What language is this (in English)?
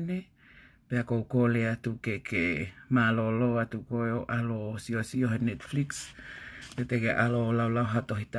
Tongan